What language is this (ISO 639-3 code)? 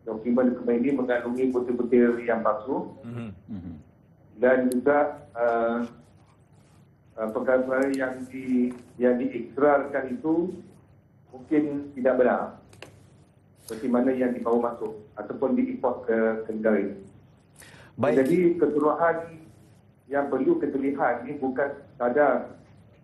msa